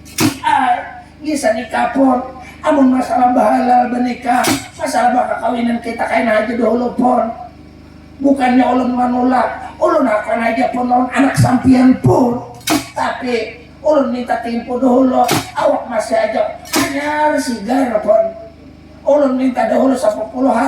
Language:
Banjar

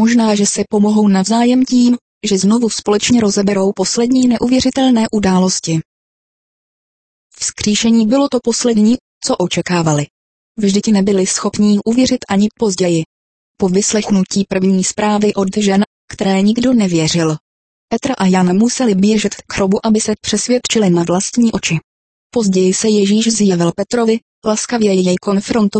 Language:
Czech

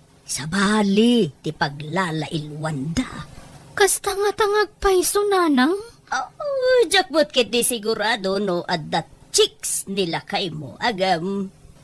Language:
Iloko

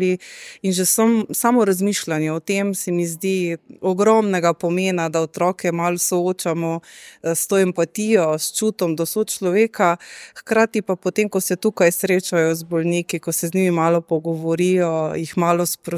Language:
Slovenian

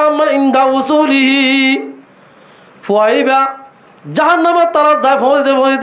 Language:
Rohingya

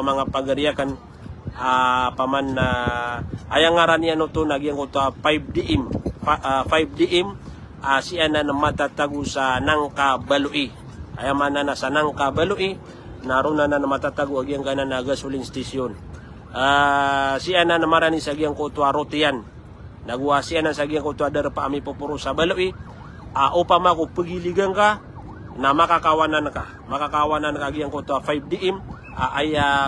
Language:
Maranao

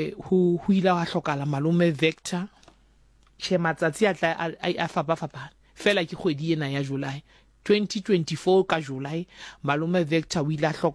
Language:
Southern Sotho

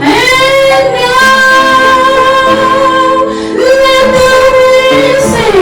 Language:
Central Mnong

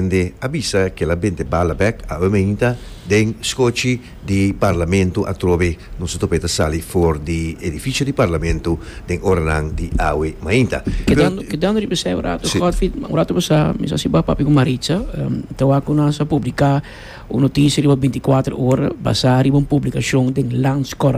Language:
Papiamento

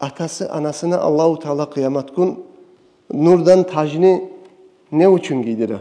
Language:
Kumyk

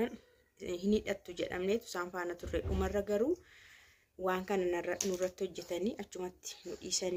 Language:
Oromo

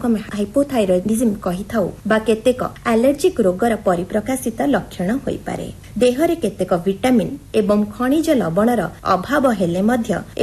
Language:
Odia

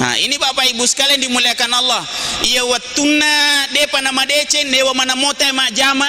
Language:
Buginese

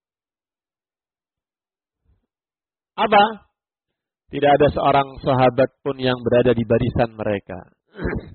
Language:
Indonesian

